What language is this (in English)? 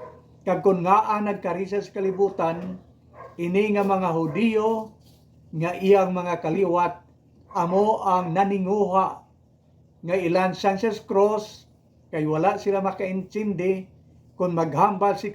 Hiligaynon